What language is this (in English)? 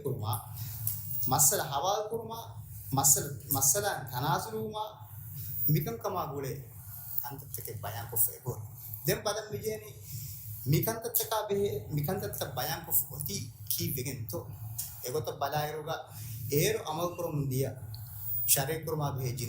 Divehi